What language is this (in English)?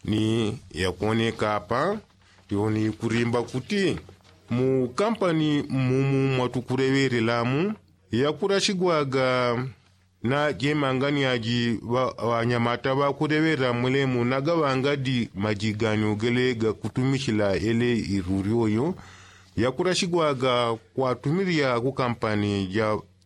Yao